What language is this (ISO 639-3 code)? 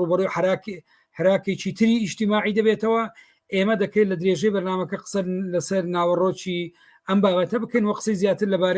ckb